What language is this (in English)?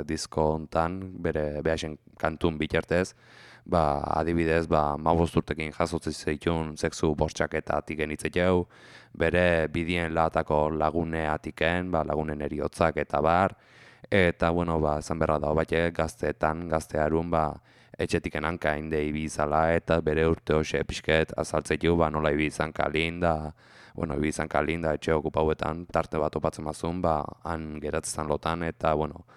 Basque